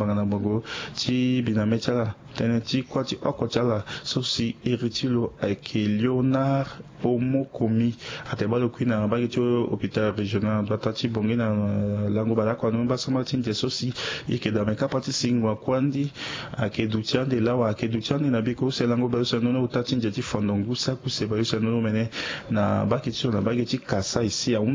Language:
Sango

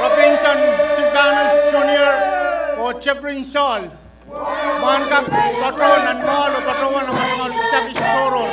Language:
Pohnpeian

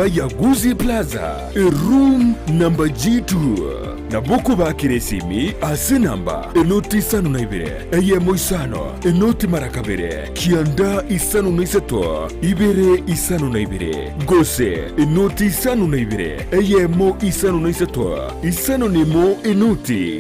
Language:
Gusii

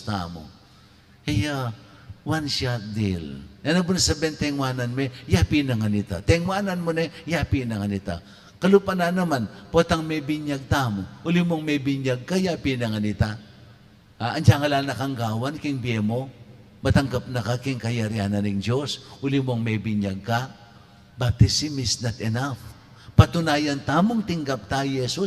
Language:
Pampanga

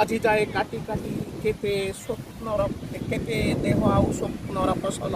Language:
Odia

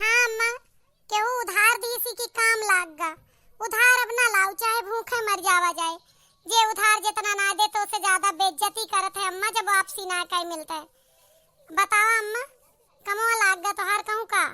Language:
Awadhi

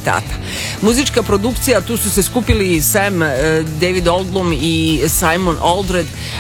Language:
Serbian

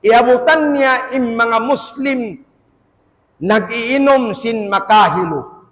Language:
Tausug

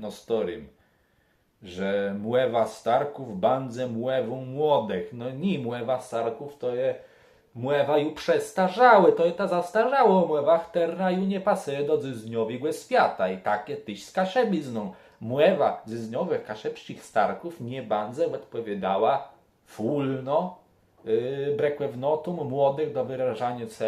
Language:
Kashubian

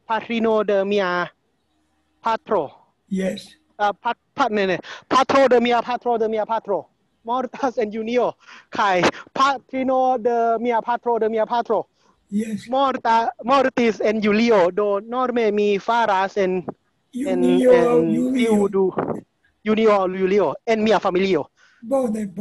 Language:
Esperanto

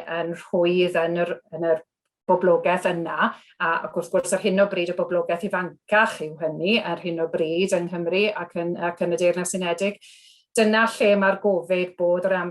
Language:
Welsh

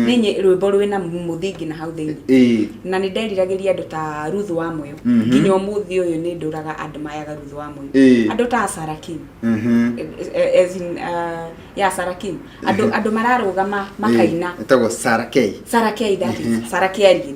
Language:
Kikuyu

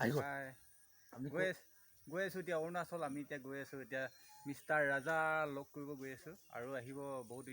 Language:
Assamese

